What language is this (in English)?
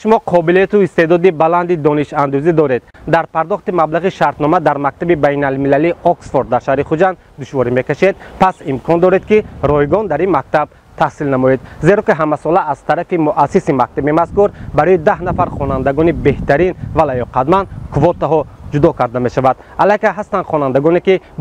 Tajik